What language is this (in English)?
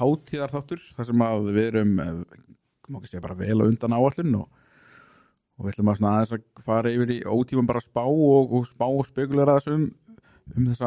Icelandic